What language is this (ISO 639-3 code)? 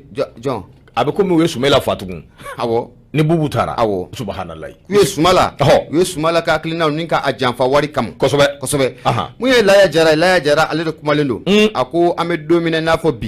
bam